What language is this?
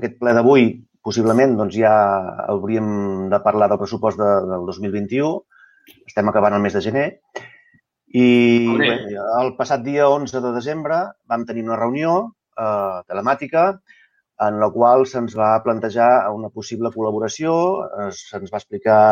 Catalan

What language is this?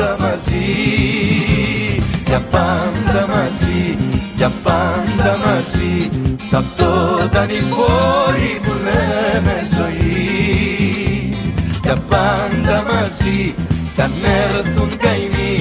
Greek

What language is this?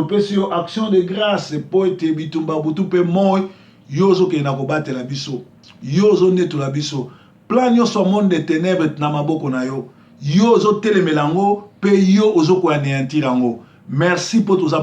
Lingala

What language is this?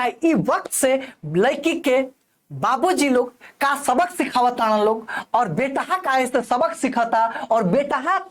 Bhojpuri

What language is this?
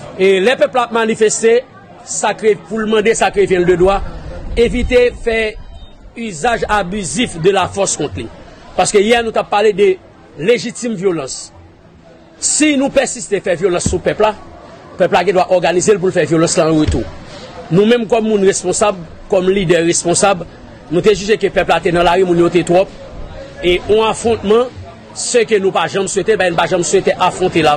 Haitian Creole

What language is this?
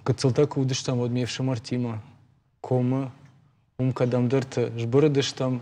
Ossetic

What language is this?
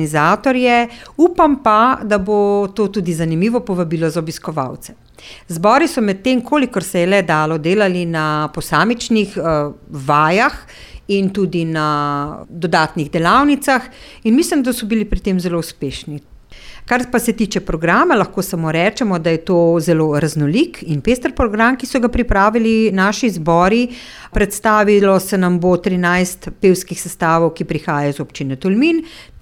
Slovenian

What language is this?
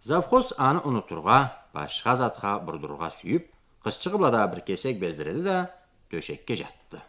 Karachay-Balkar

